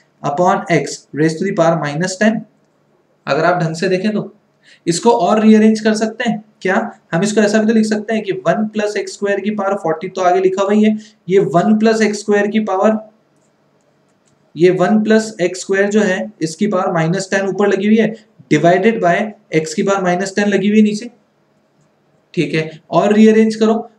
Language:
Hindi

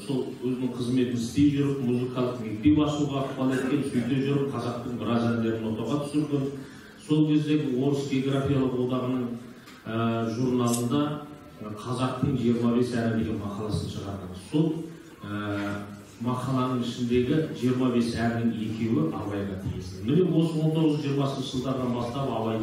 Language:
Kazakh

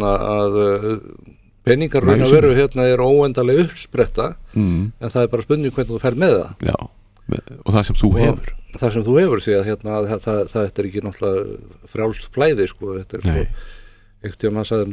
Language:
Icelandic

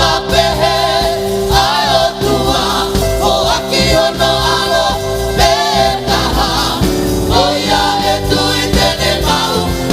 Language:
Tongan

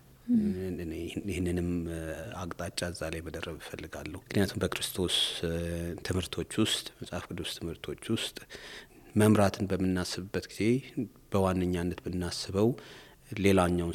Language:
Amharic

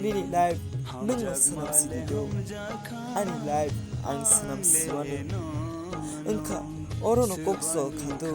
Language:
Kok Borok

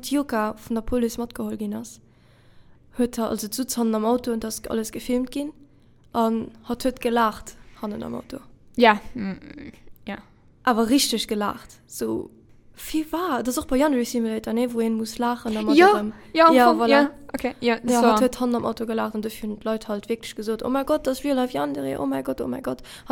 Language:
Luxembourgish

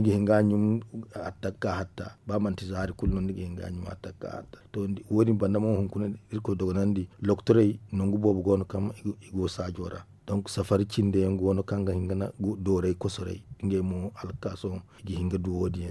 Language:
Zarma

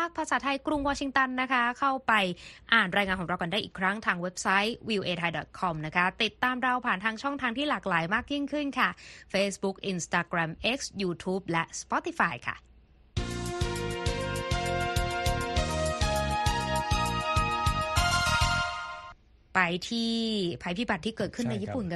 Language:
Thai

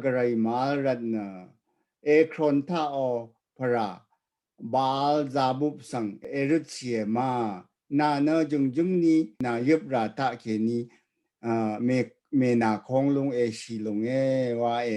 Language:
Rawang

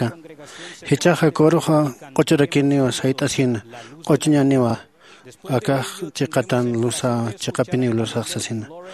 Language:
Aymara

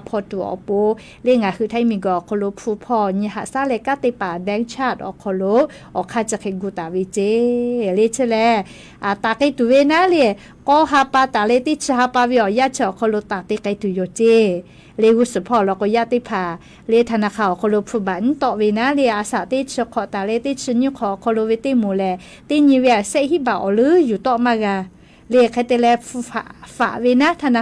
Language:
Lahu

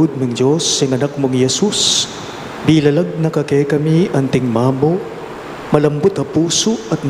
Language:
Pampanga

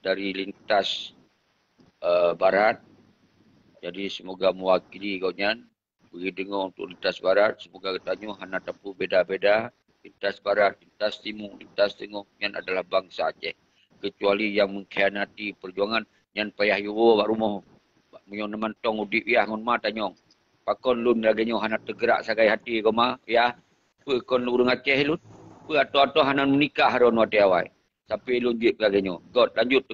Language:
Achinese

